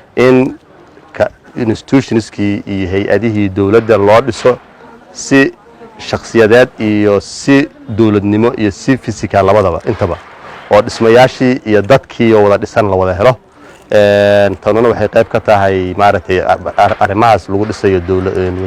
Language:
Somali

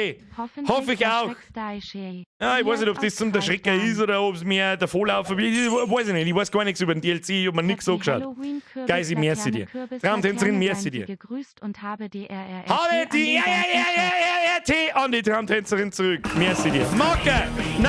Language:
Bavarian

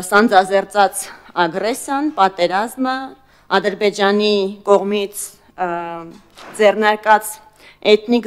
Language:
Armenian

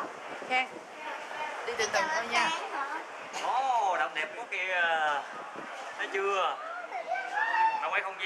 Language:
Vietnamese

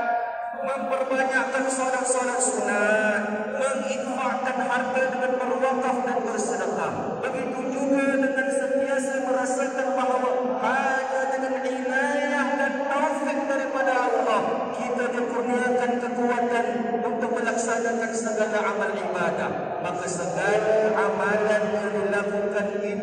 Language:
Malay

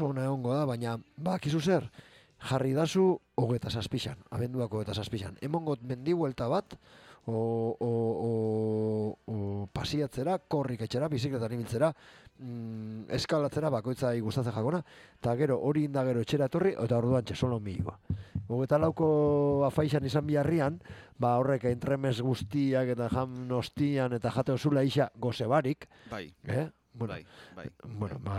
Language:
Basque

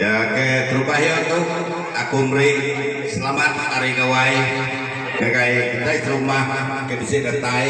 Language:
Iban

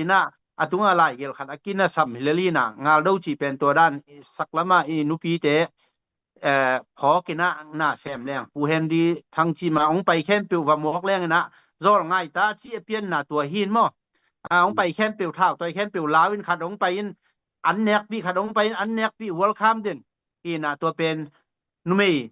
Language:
Tedim Chin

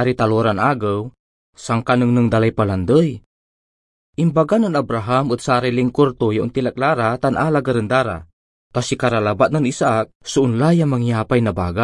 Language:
Pangasinan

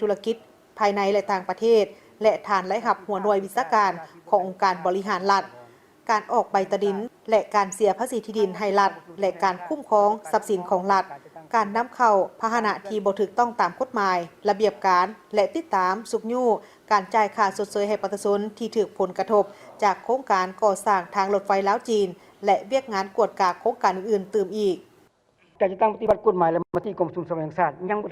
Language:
Lao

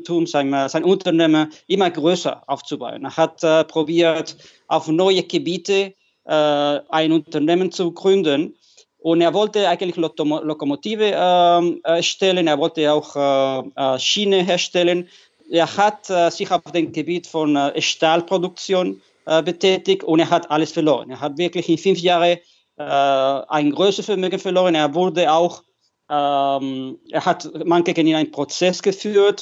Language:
German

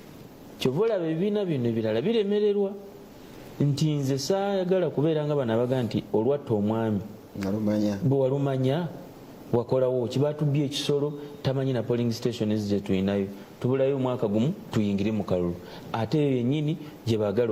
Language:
Ganda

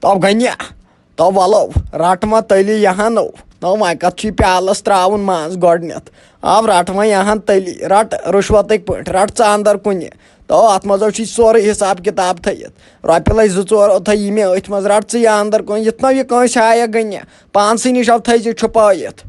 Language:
Kashmiri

